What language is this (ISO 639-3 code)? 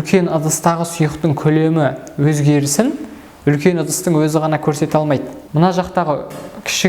kaz